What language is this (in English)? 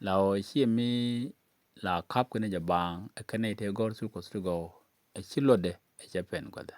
Nuer